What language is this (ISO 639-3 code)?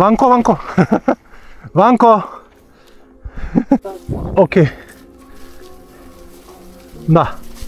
bul